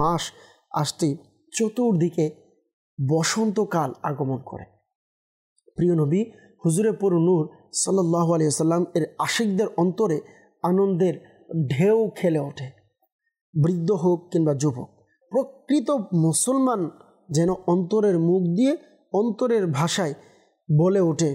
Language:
Bangla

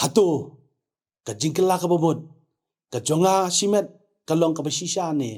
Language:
Khasi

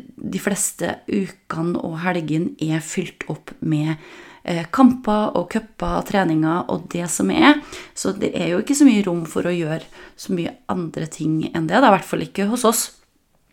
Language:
Norwegian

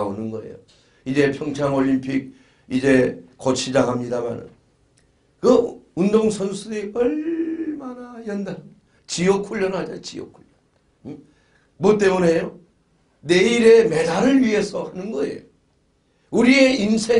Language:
Korean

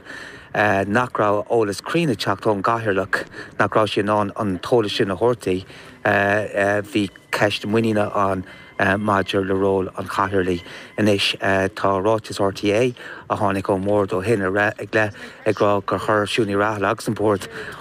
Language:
Irish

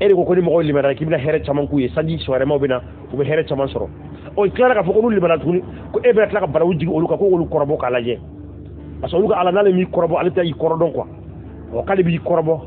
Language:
Bambara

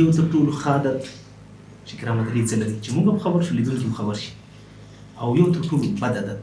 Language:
Pashto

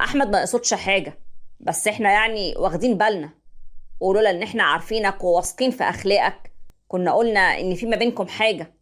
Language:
Egyptian Arabic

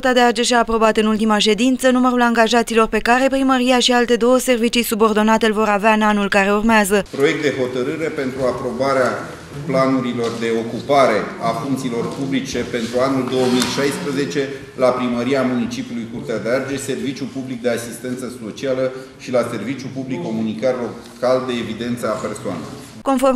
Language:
Romanian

